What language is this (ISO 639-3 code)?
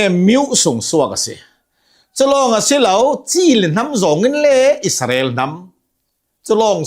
cnh